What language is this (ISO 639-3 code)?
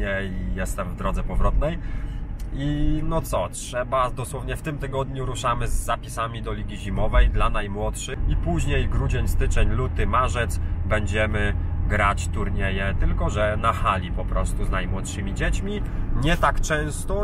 pol